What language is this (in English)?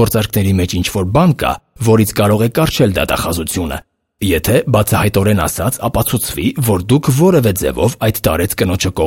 Armenian